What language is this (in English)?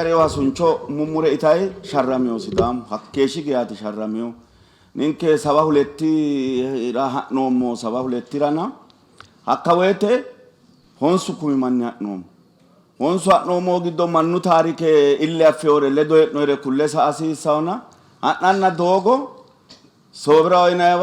Sidamo